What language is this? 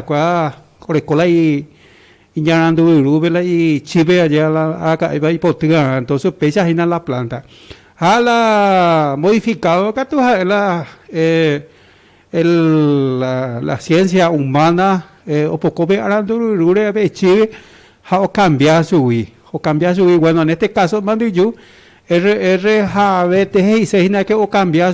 Guarani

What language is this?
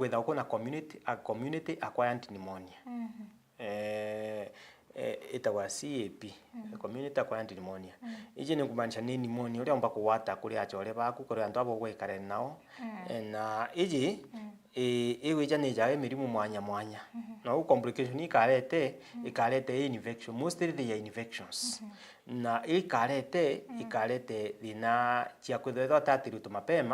Meru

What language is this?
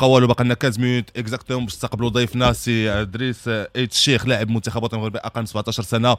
Moroccan Arabic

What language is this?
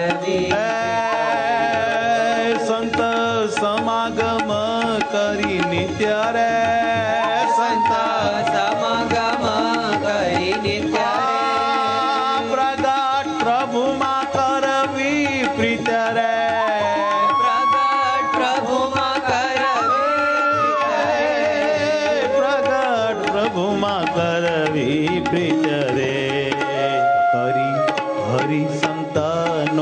Gujarati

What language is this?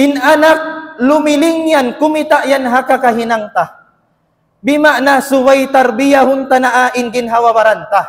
Tausug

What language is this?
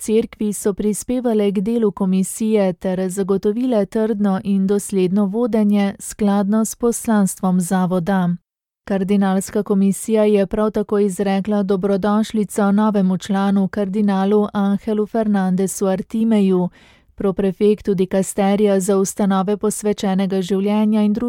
Slovenian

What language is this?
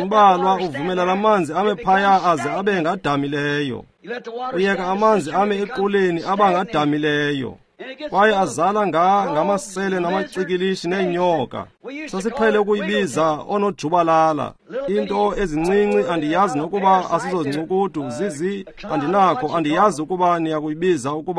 Xhosa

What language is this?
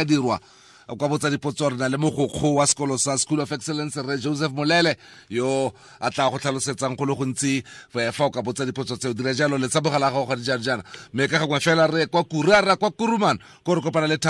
Tswana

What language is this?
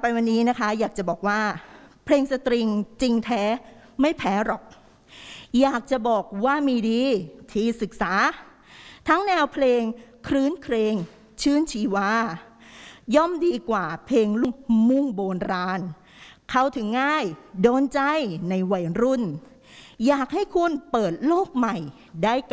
Thai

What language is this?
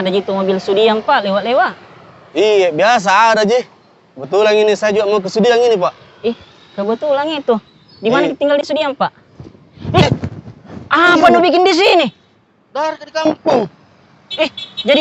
Makassar Malay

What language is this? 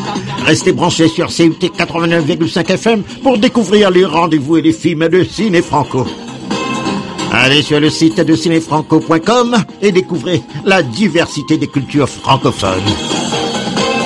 French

